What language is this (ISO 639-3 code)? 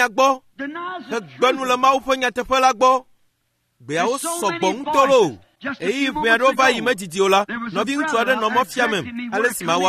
ewe